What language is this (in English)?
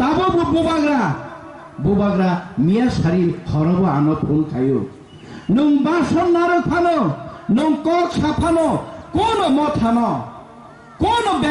Kok Borok